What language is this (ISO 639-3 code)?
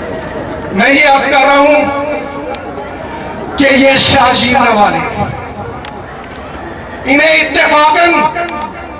urd